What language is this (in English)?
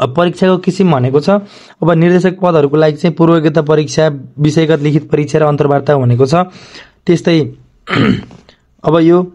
Nepali